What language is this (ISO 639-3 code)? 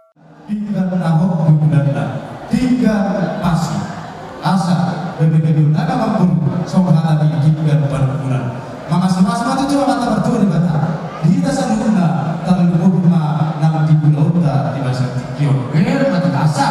bbc